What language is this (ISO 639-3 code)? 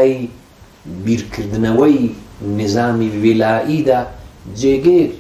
ckb